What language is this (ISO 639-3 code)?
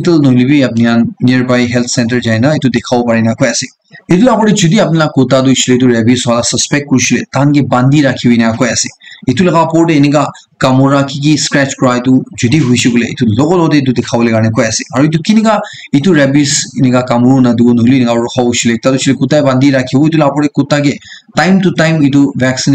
nag